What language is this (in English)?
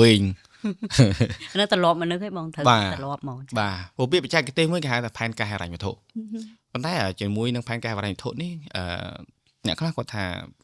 Khmer